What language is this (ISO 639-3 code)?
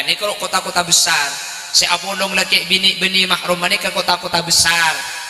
mad